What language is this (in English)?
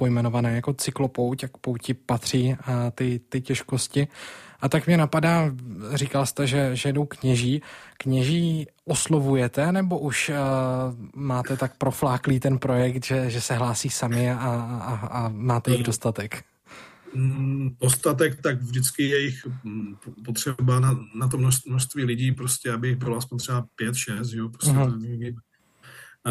Czech